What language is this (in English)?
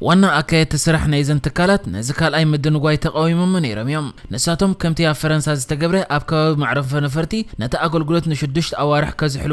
Tigrinya